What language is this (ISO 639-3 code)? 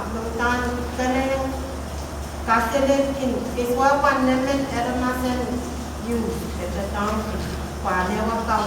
pon